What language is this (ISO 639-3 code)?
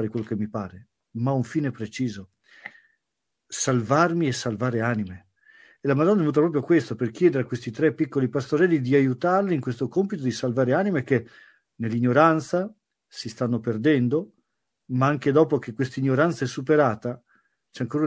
ita